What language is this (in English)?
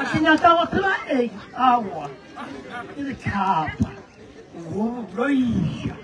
Northern Sotho